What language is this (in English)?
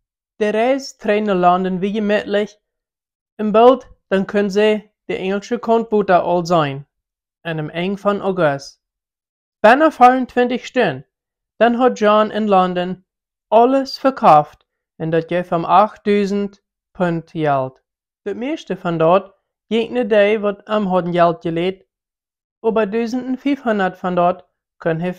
Plautdietsch